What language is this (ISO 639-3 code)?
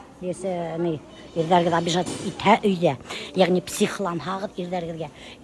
bak